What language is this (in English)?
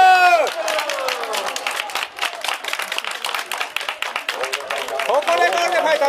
Japanese